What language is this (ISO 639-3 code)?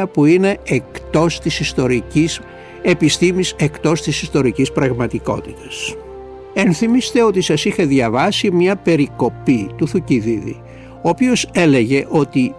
ell